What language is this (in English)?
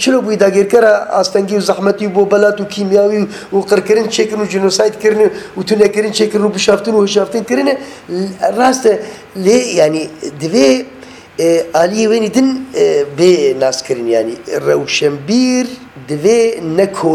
Kurdish